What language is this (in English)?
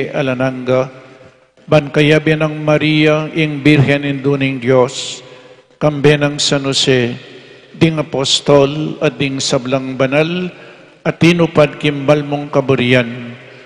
Pampanga